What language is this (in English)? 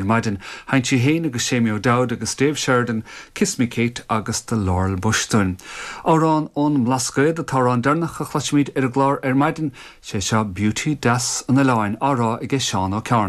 Irish